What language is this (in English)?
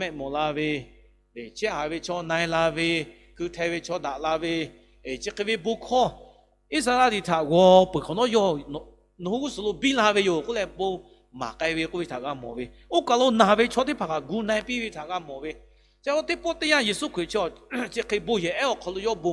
Lahu